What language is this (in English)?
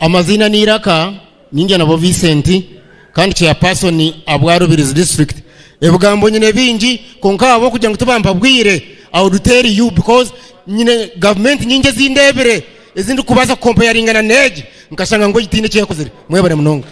Nyankole